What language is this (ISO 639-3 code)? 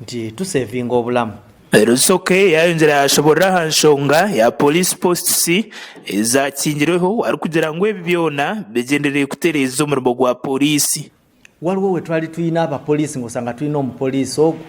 nyn